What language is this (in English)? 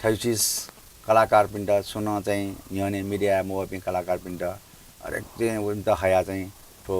Newari